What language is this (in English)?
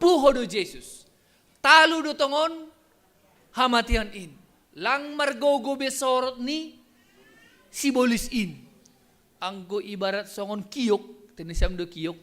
Batak Simalungun